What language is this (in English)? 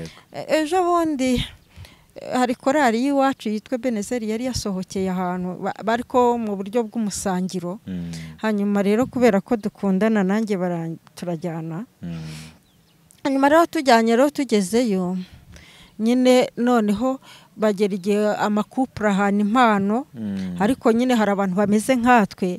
Kinyarwanda